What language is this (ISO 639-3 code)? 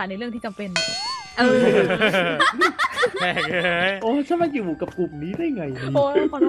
tha